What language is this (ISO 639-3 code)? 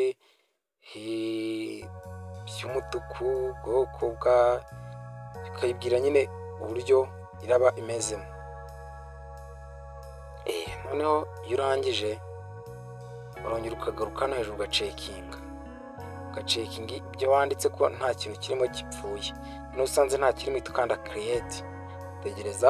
kin